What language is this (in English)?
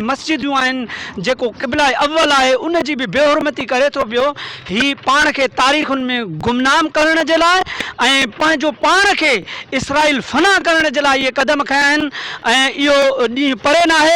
Sindhi